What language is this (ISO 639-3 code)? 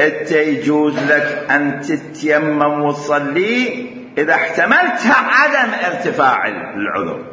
acm